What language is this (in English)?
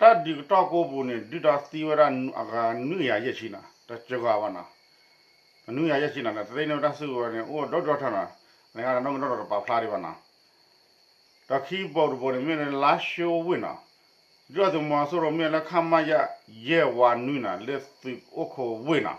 S'gaw Karen